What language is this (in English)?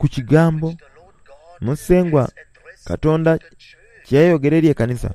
Soga